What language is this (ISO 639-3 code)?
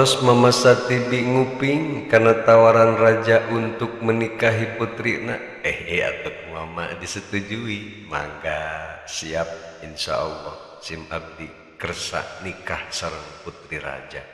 sun